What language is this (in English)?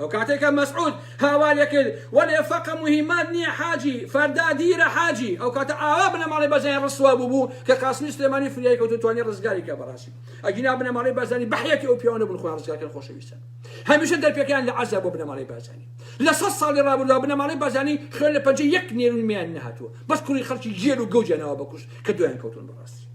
Central Kurdish